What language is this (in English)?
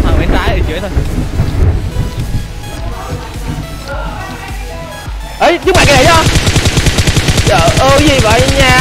Vietnamese